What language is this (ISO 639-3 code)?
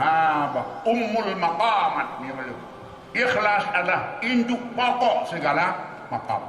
ace